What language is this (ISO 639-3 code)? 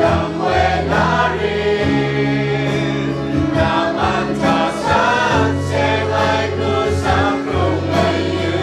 kac